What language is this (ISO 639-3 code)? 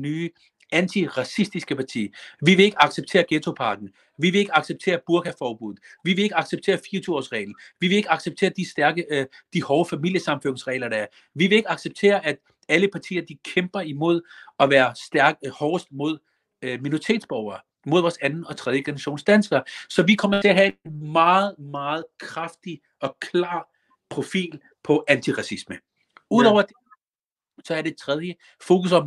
dan